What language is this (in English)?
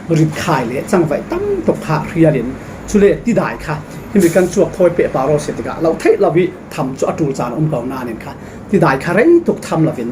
Falam Chin